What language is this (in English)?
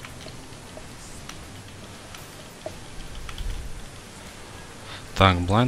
Russian